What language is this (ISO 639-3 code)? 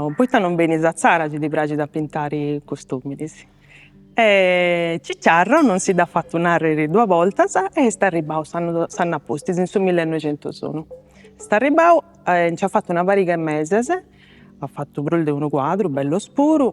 srd